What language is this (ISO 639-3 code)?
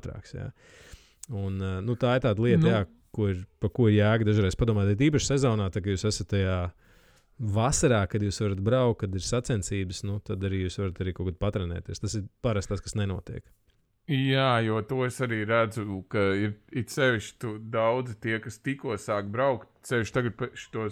lav